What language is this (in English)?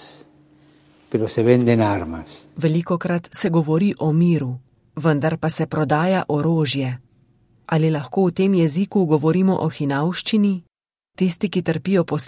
Slovenian